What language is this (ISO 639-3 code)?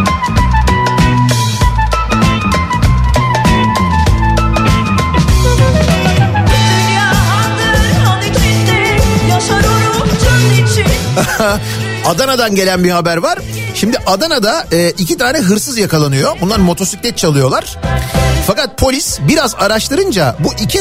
tur